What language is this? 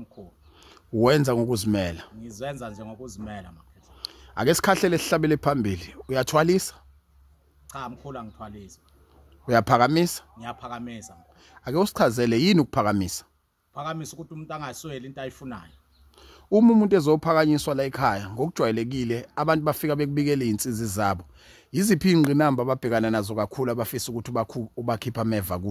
Zulu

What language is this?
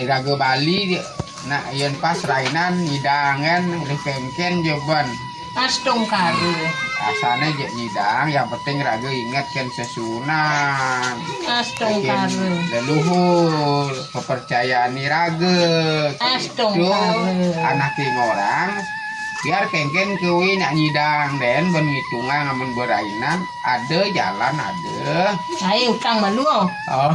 Balinese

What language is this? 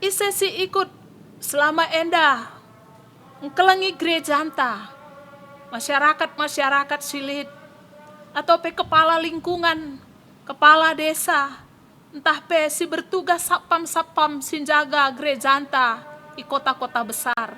Batak Karo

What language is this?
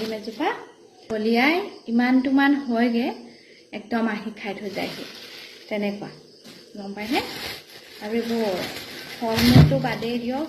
Assamese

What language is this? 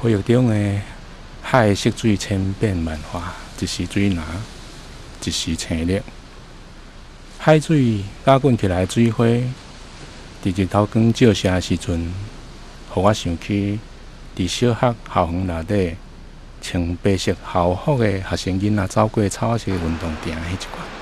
Min Nan Chinese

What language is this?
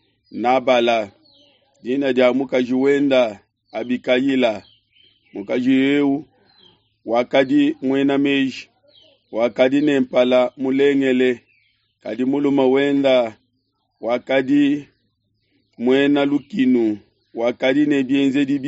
Luba-Lulua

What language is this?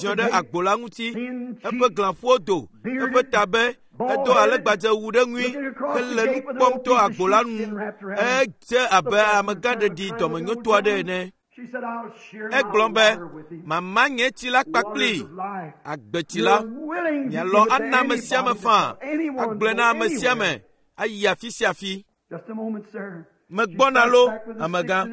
Ewe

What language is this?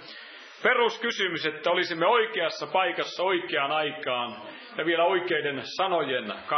Finnish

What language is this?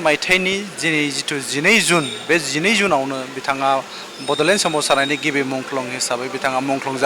Bodo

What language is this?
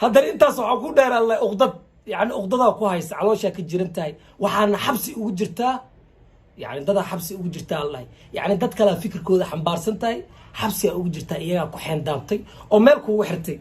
Somali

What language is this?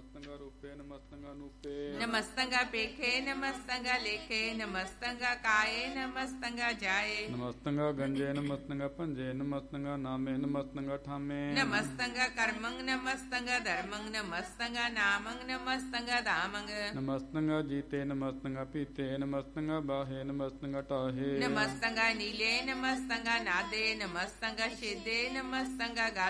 Punjabi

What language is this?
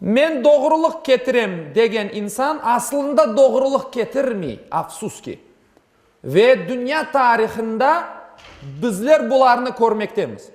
Crimean Tatar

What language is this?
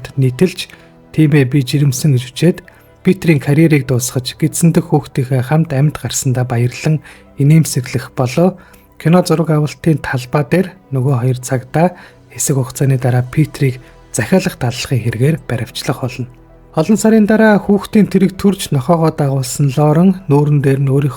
Mongolian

